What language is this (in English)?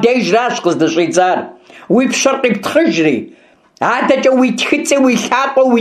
Kabardian